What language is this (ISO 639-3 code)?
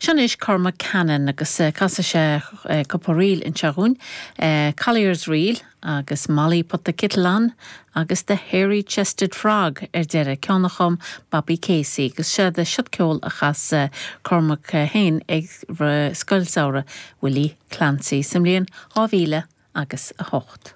gle